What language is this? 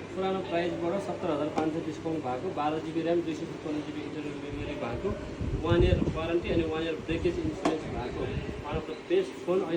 Nepali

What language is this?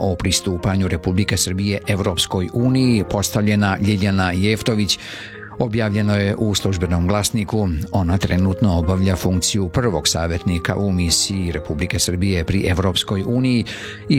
Serbian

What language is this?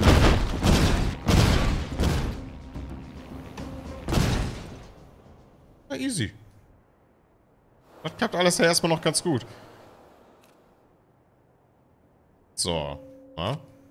German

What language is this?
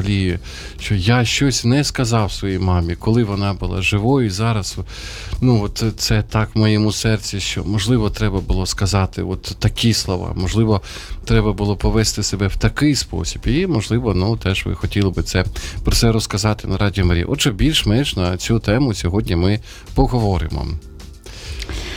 Ukrainian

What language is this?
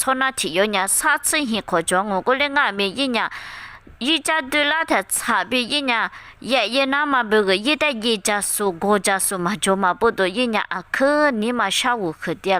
Lisu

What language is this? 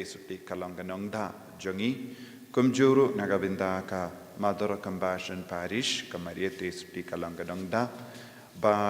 Khasi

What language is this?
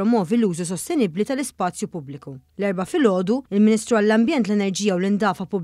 Maltese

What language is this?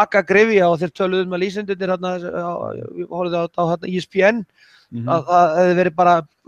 Icelandic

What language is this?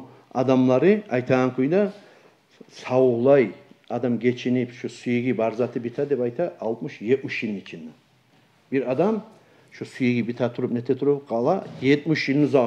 Kumyk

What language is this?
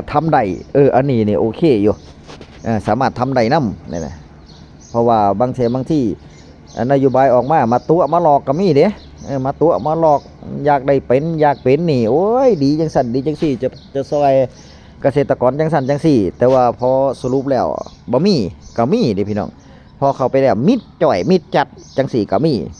Northeastern Thai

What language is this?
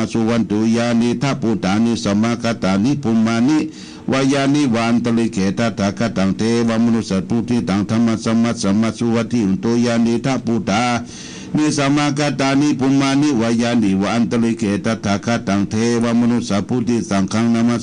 Pali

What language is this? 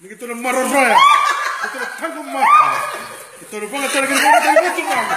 Fijian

